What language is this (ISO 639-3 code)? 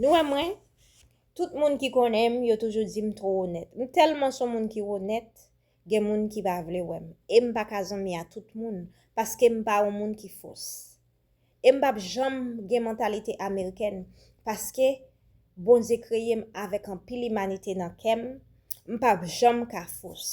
hat